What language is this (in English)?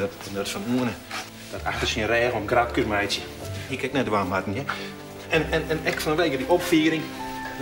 Western Frisian